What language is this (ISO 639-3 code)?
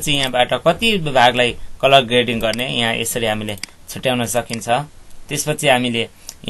nep